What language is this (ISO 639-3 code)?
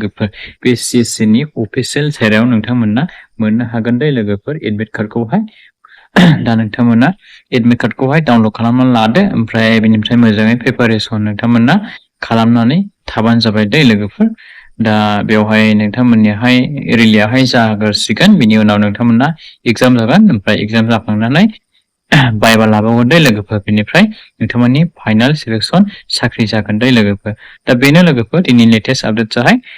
brx